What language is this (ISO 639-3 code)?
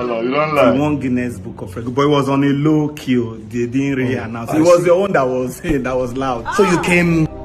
pcm